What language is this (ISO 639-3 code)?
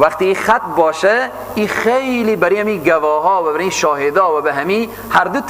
fas